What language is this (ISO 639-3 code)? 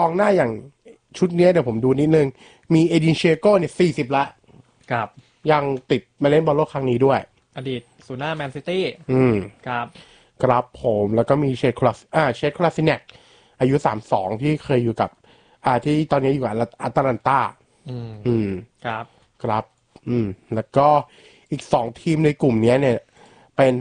tha